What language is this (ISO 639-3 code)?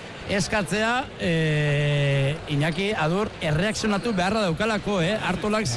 eus